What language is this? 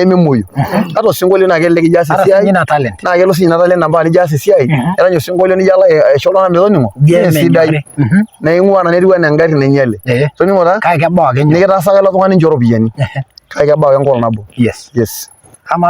Masai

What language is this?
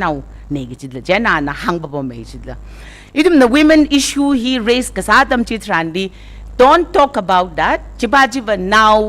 Tangkhul Naga (India)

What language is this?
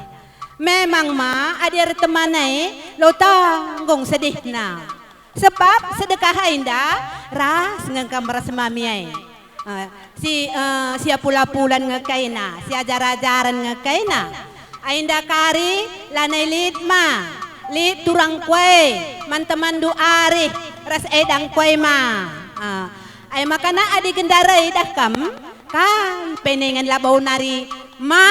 Batak Karo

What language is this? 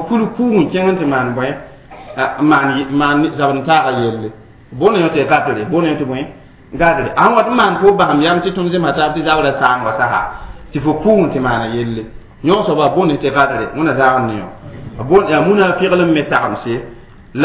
Mossi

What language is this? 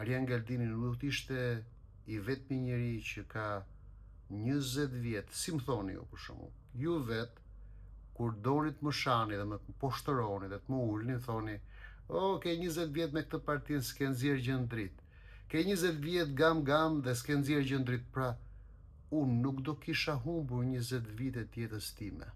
Albanian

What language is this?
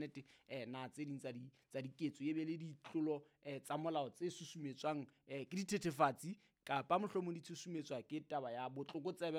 Southern Sotho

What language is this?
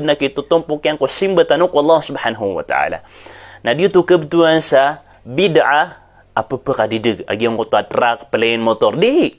Maranao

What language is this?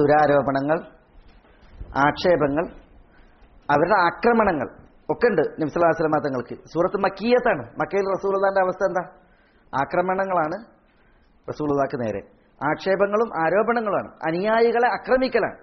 Malayalam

